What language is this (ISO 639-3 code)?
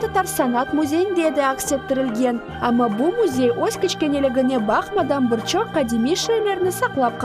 crh